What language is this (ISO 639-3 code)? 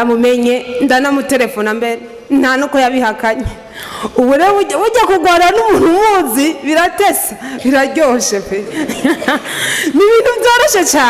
run